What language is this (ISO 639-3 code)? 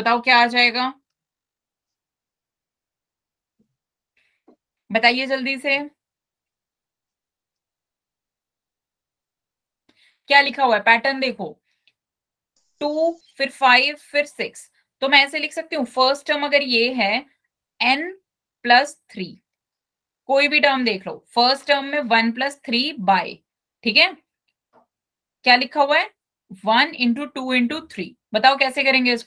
hin